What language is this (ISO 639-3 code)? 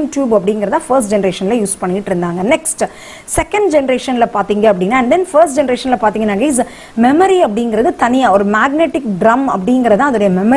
tam